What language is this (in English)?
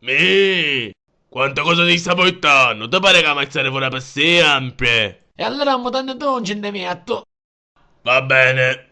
Sicilian